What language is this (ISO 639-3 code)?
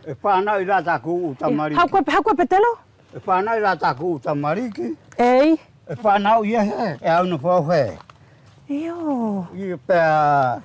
wls